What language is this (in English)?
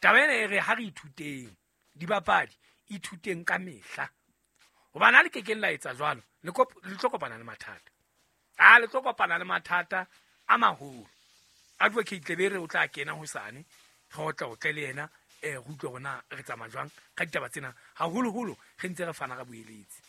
Southern Sotho